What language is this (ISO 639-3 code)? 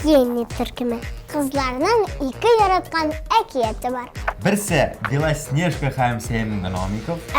tat